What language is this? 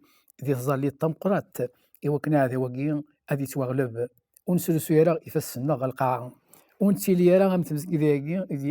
Kabyle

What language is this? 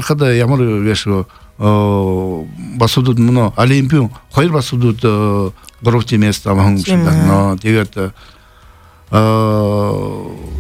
Buriat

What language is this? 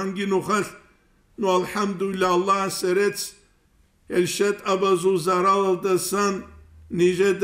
Avaric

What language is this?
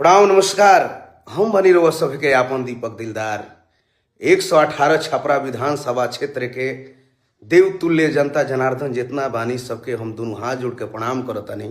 Bhojpuri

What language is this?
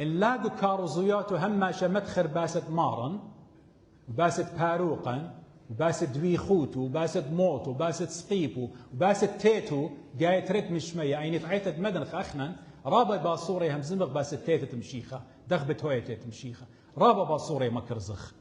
Assyrian Neo-Aramaic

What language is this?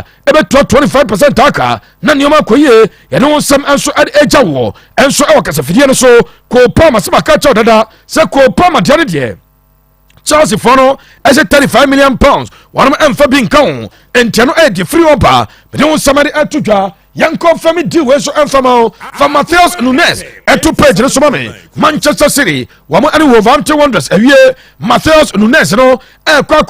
Akan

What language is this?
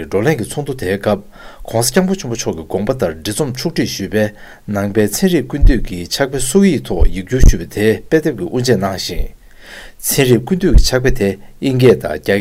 Tibetan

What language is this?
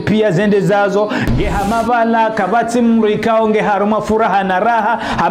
Ngazidja Comorian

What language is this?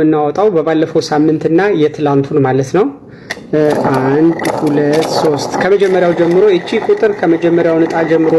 Amharic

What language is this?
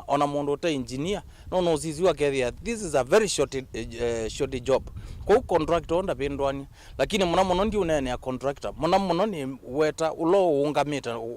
Kamba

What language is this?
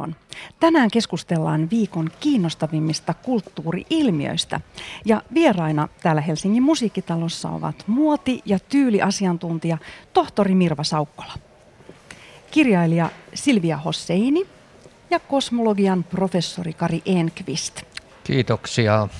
Finnish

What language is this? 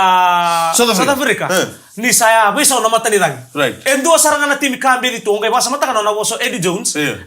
Fijian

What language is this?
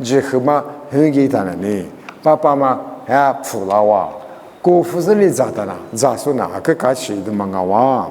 Lisu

